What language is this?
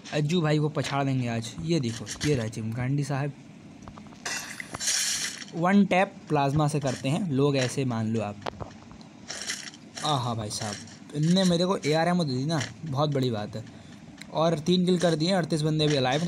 Hindi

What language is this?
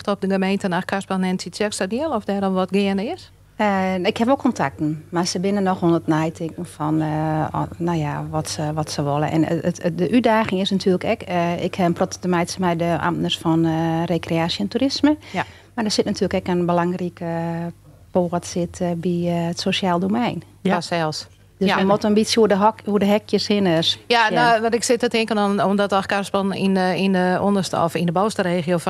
Western Frisian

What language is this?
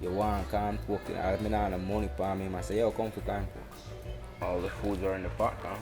Jamaican Creole English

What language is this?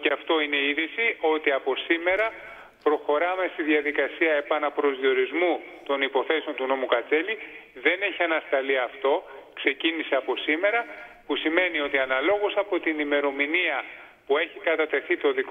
Greek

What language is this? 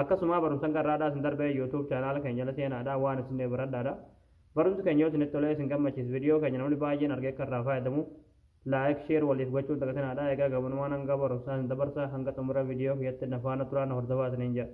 Oromo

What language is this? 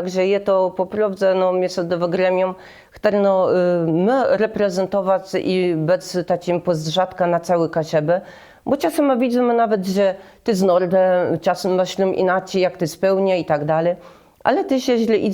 Kashubian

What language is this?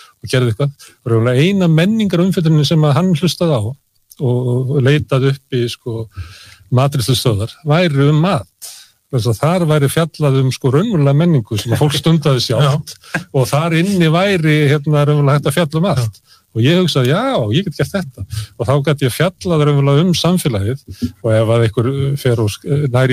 Icelandic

